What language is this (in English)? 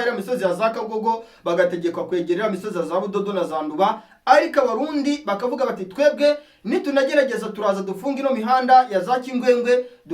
Kinyarwanda